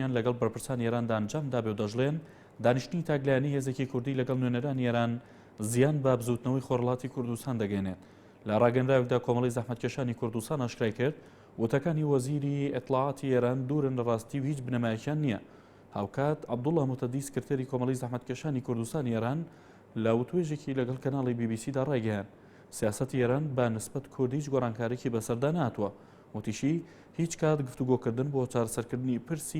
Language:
Central Kurdish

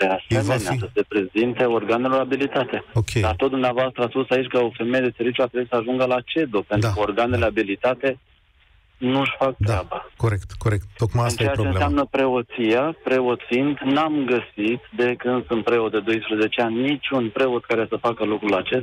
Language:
Romanian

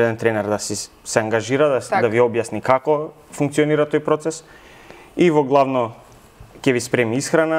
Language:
Macedonian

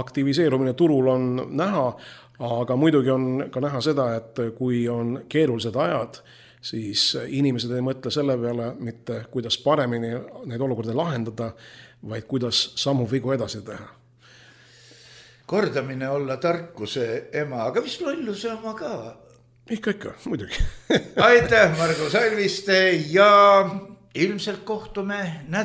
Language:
Estonian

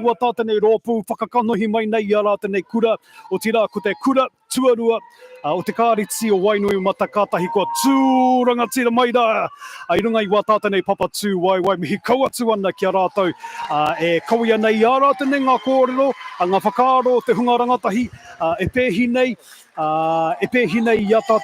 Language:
Māori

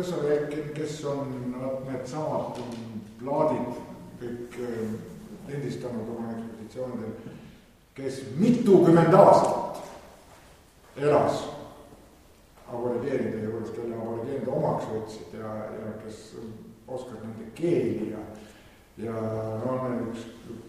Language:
Estonian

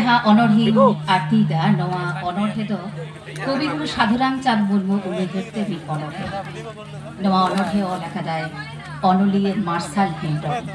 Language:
Santali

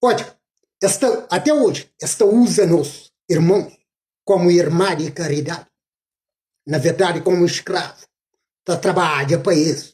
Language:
Kabuverdianu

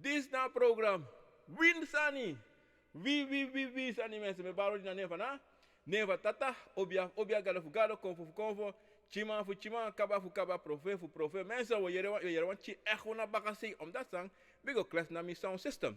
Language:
Sranan Tongo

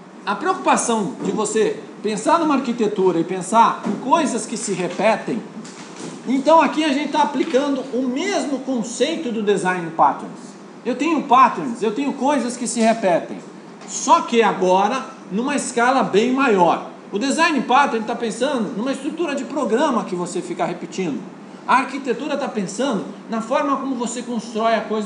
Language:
Portuguese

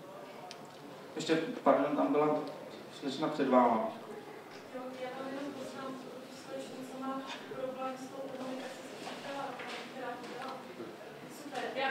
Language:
Czech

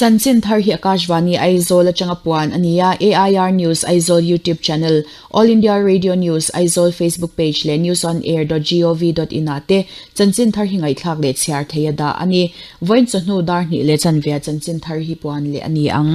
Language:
Mizo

